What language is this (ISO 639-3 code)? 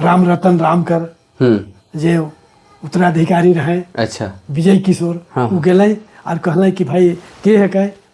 sck